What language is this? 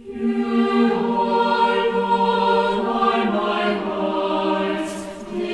Aymara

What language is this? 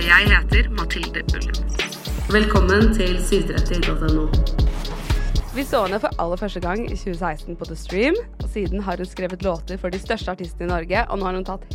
Norwegian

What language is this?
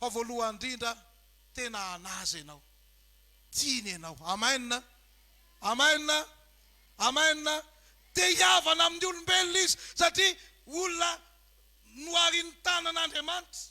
Malagasy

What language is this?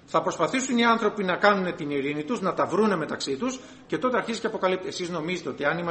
Greek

